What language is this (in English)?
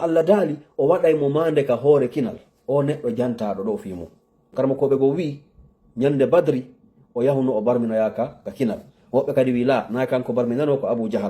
Fula